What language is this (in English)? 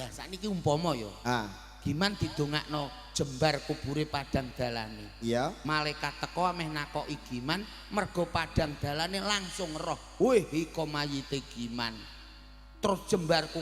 Javanese